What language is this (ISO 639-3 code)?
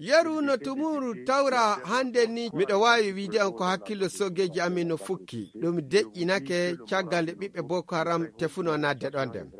fuv